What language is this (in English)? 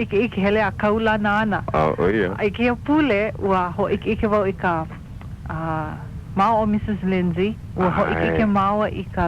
Hawaiian